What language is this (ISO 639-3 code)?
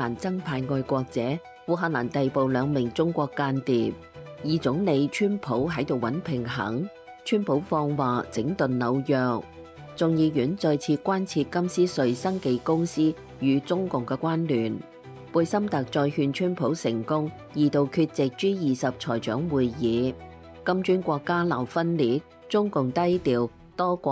yue